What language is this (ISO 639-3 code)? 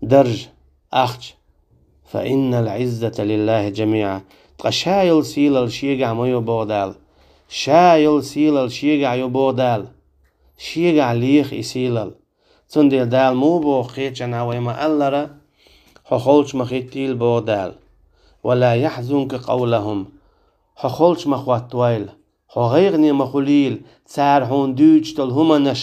che